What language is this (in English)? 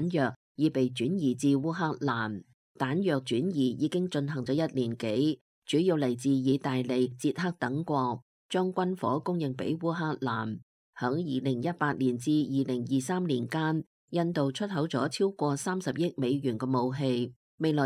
Cantonese